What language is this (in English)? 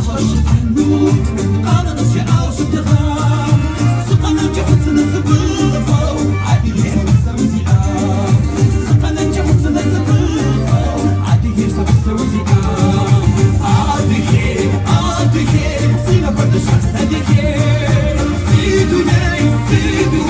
Kabardian